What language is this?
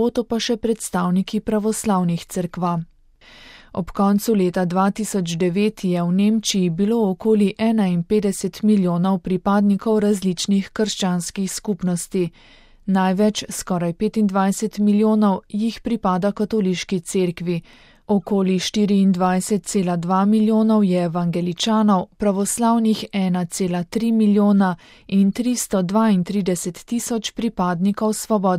Slovenian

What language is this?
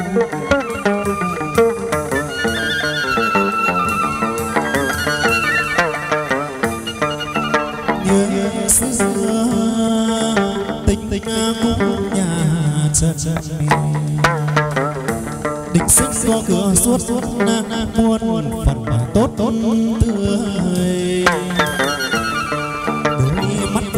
Vietnamese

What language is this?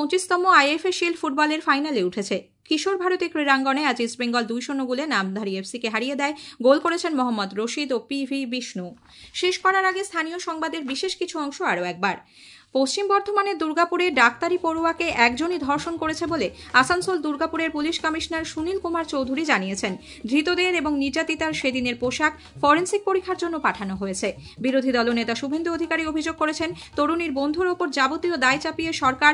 Bangla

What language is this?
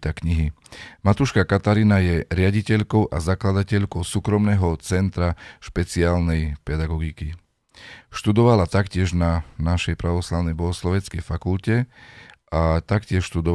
Slovak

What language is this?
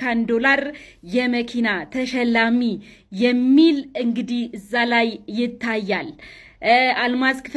Amharic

